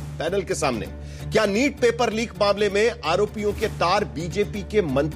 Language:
Hindi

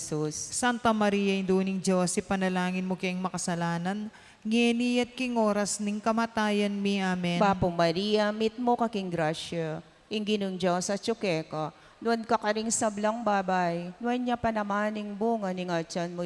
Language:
Pampanga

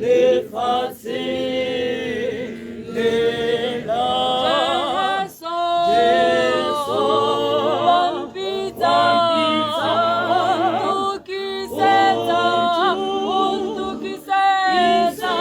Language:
Tswana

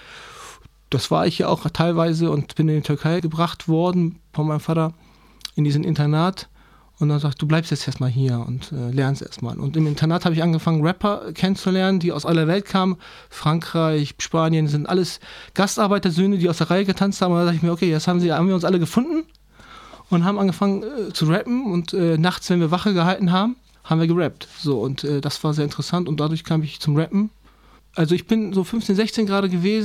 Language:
German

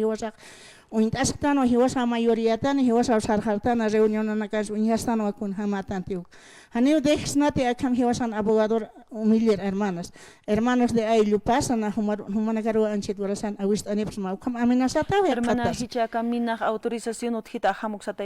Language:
Aymara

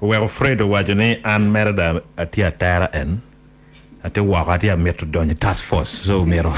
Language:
Acoli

